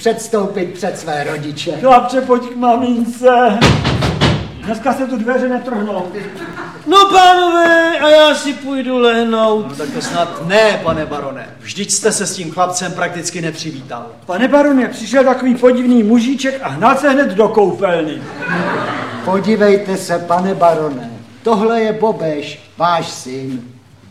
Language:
Czech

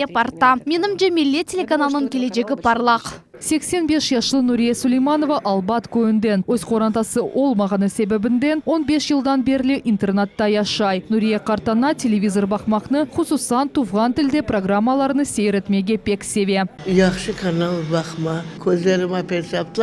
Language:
Crimean Tatar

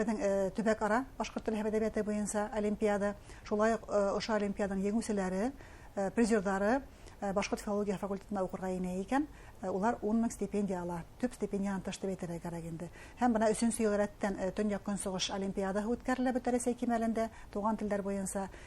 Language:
Bashkir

